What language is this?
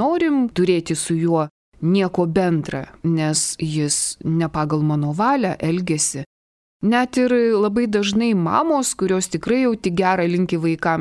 Lithuanian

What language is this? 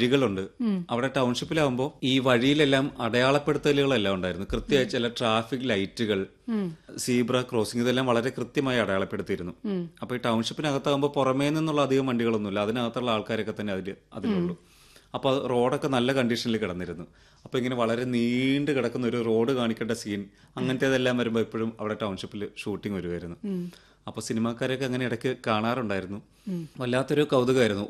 Malayalam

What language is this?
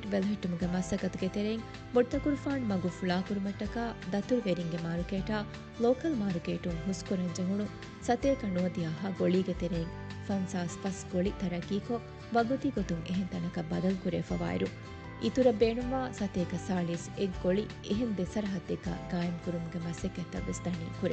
Divehi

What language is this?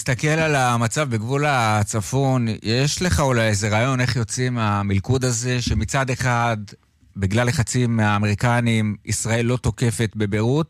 Hebrew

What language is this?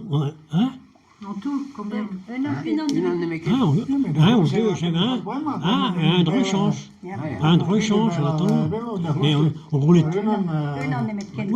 Breton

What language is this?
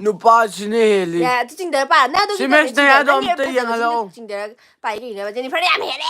Manipuri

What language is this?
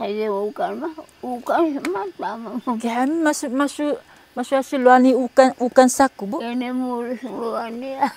Taroko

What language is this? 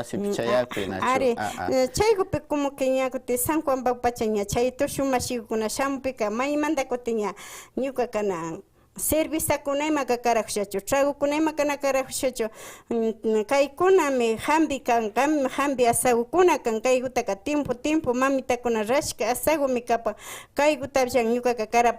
Imbabura Highland Quichua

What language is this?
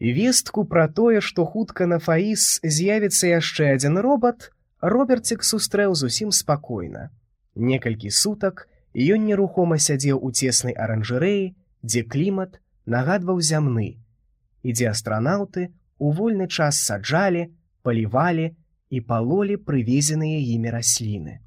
Belarusian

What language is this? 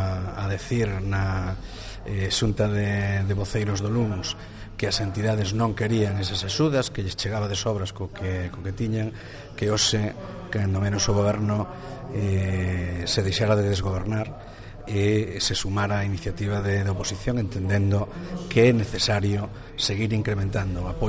Galician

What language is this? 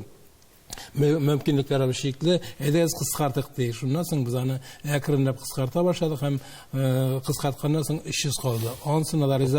Tatar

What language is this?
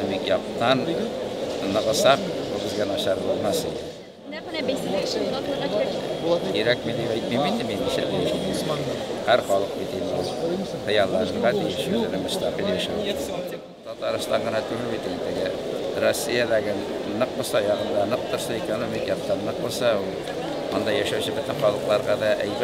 Tatar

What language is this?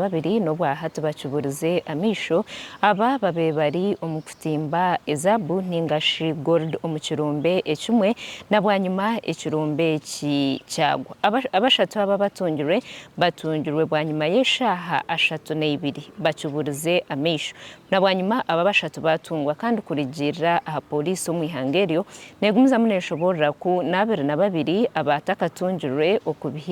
Nyankole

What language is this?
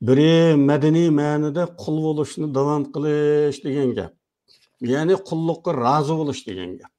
Uyghur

